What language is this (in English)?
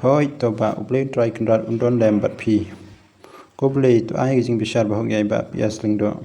Khasi